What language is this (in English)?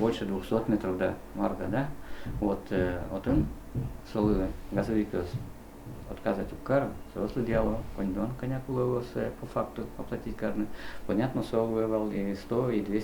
Udmurt